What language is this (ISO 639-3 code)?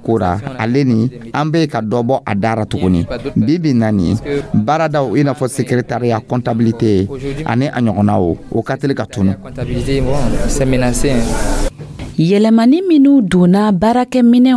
dyu